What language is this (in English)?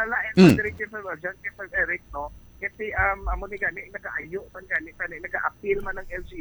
Hiligaynon